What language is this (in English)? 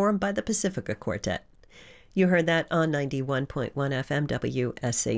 English